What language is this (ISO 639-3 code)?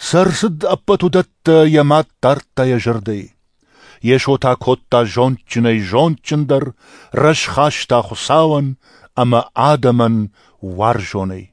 oss